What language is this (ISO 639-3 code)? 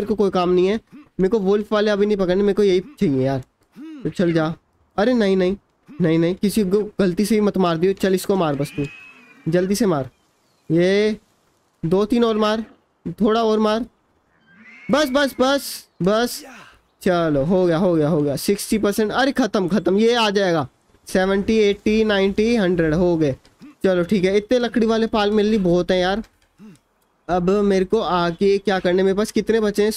hin